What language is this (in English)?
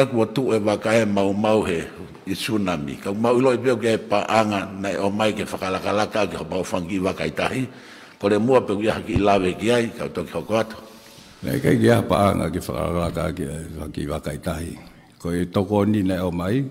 Tongan